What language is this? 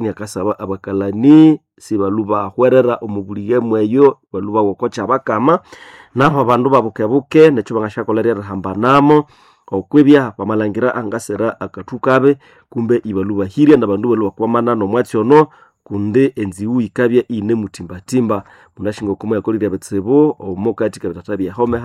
Nande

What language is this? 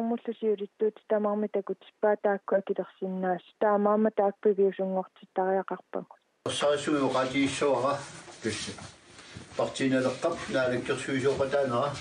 Kalaallisut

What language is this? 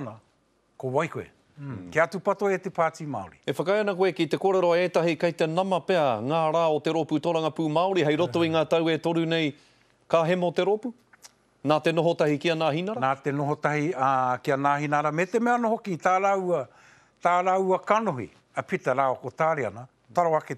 Māori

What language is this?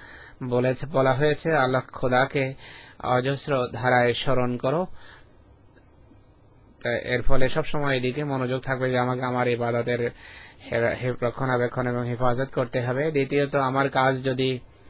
Bangla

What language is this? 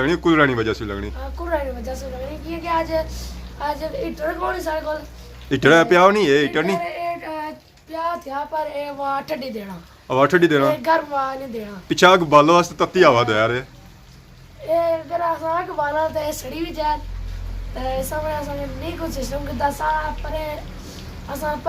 Pahari-Potwari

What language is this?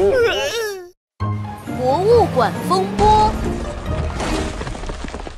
Chinese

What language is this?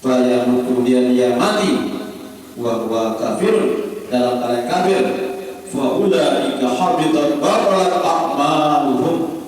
Sasak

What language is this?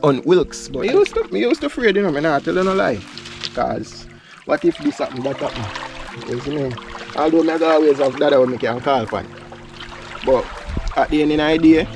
Jamaican Creole English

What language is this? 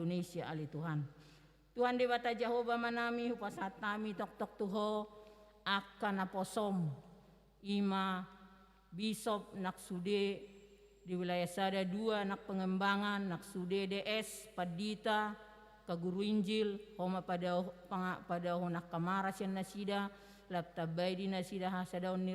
Batak Toba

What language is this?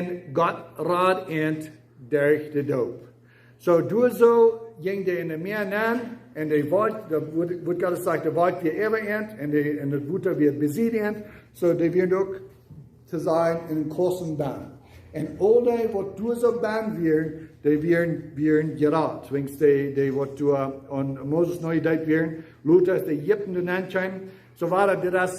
Plautdietsch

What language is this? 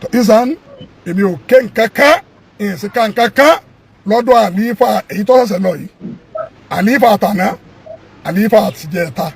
Yoruba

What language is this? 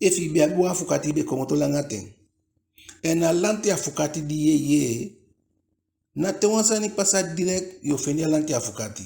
Eastern Maroon Creole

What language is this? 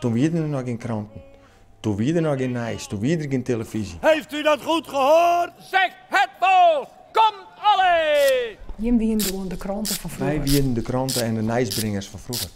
Western Frisian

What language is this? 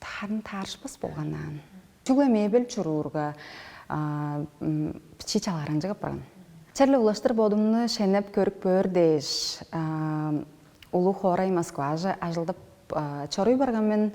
Tuvinian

